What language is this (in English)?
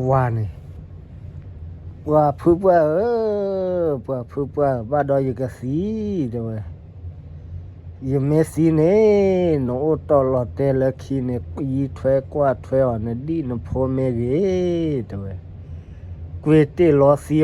S'gaw Karen